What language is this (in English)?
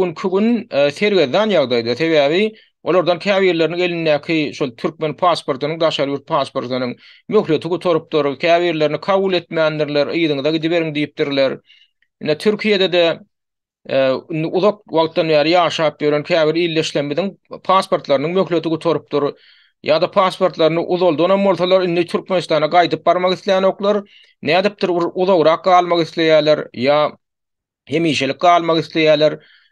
Turkmen